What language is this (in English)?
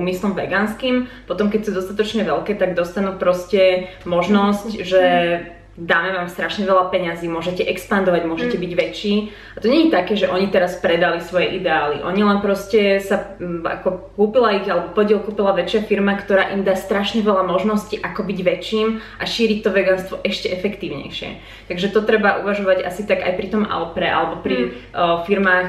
Slovak